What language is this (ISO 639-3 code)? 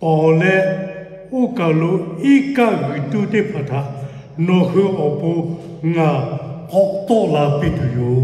lhu